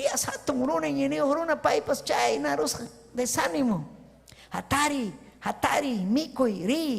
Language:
Ayacucho Quechua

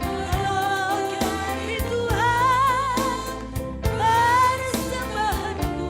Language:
Batak Karo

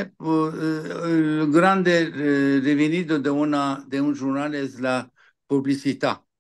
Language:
Ladino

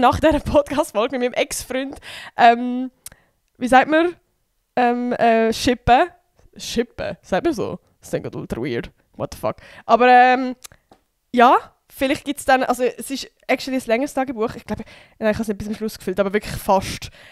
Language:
Swiss German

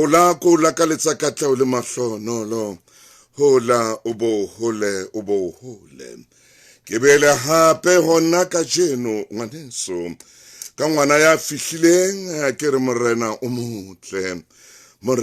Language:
Southern Sotho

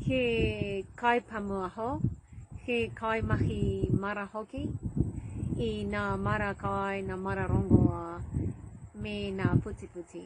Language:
Māori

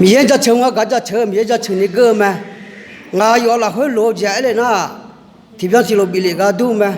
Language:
Akha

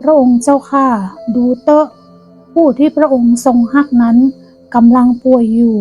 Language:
Northern Thai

